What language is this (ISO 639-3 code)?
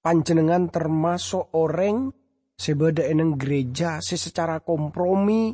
mad